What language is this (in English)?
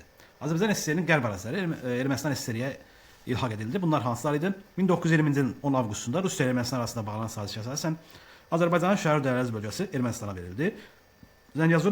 Azerbaijani